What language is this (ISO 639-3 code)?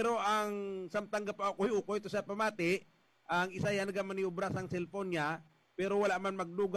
hil